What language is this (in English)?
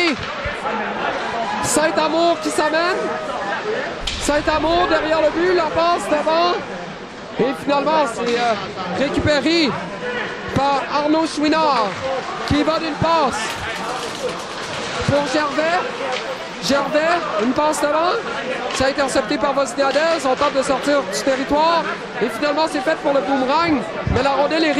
French